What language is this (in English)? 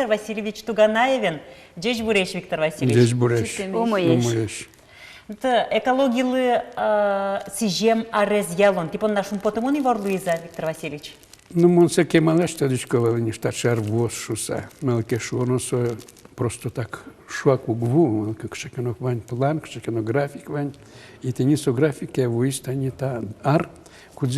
Udmurt